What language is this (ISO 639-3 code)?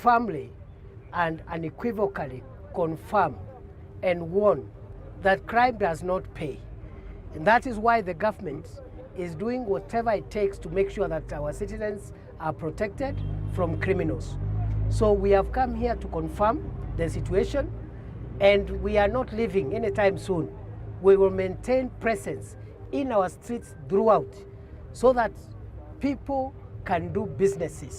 mer